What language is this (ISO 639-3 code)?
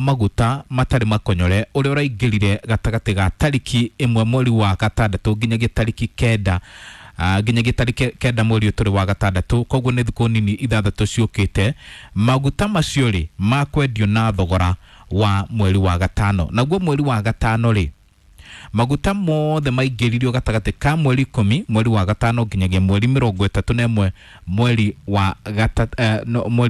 kik